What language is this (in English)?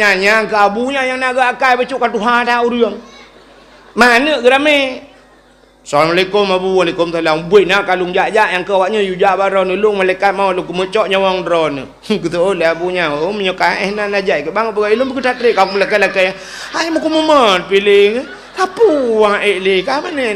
Achinese